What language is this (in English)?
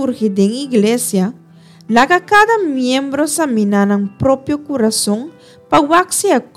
Papiamento